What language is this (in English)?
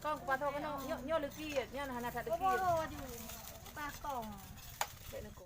Achinese